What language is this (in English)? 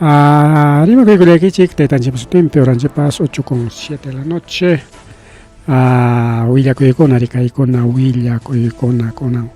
Ayacucho Quechua